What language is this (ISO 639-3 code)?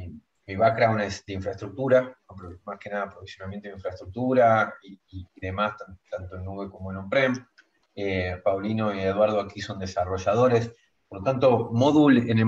spa